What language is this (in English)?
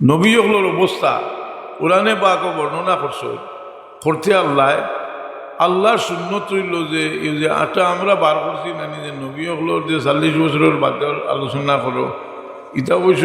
Sylheti